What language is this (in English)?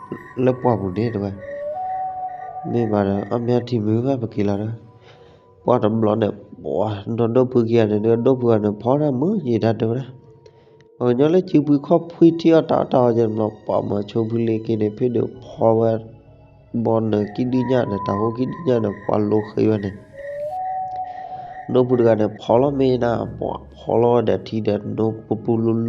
S'gaw Karen